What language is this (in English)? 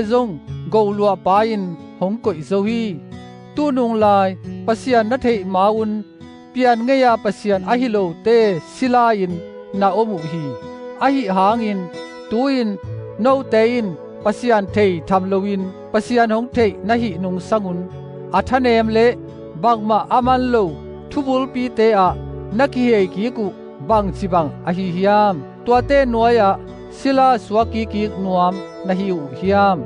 Tedim Chin